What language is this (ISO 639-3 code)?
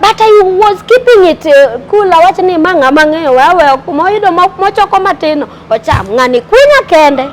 luo